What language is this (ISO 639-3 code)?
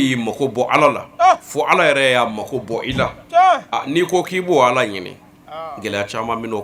bam